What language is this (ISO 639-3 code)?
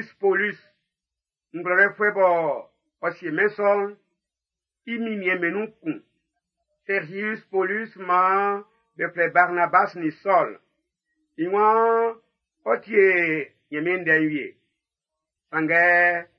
bci